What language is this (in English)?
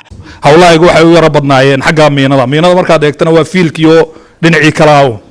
Somali